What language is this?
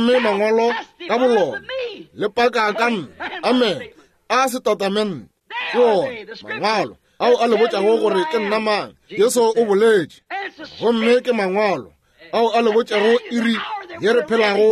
Northern Sotho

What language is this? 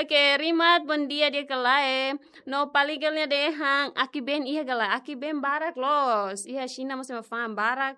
Tetum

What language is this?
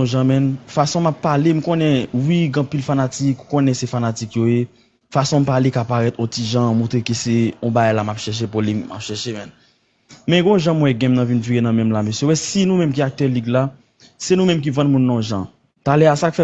Haitian Creole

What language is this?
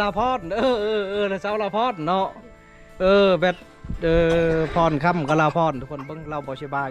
Lao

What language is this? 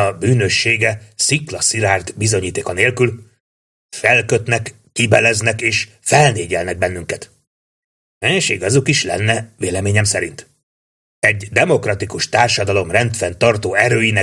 Hungarian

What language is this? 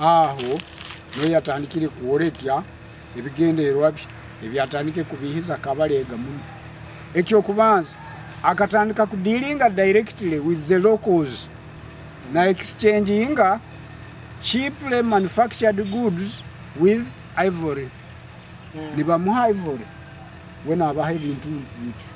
Nyoro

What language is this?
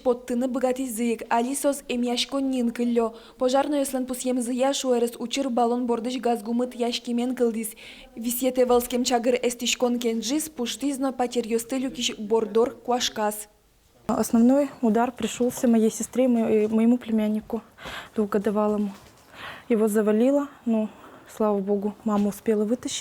Udmurt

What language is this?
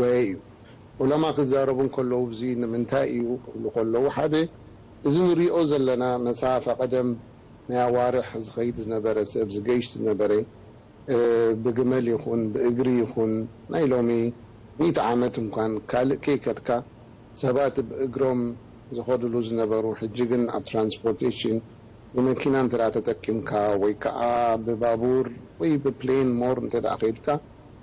Tigrinya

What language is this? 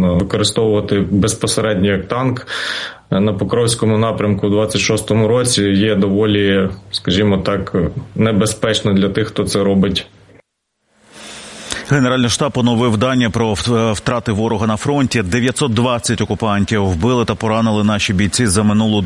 Ukrainian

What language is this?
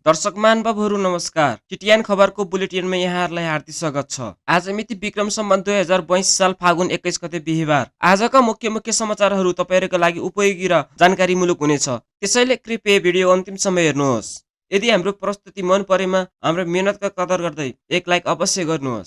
Nepali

